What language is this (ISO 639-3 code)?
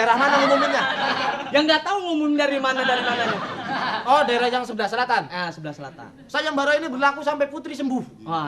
bew